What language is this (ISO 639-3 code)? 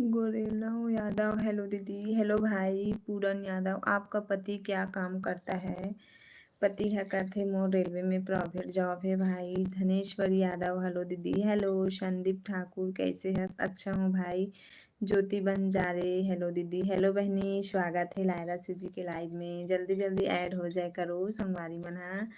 hne